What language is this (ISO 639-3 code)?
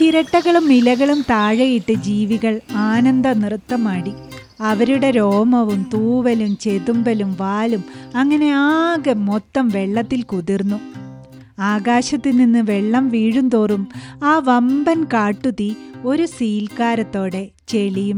mal